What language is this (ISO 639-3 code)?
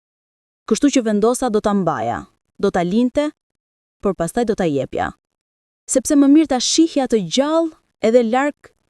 sqi